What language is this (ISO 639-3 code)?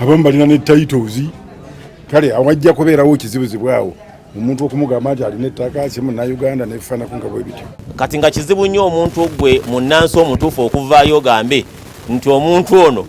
lug